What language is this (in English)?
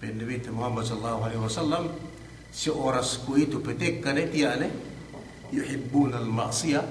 Yakan